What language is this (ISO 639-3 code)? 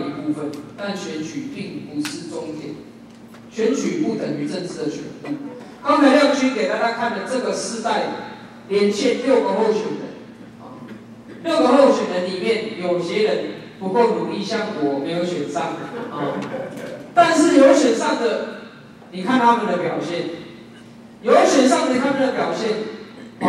zho